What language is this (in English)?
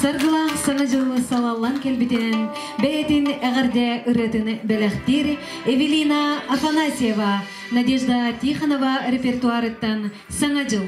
Yakut